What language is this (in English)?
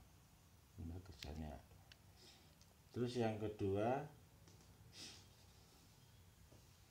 Indonesian